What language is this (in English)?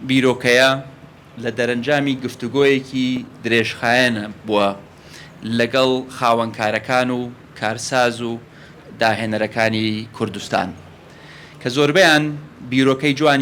Central Kurdish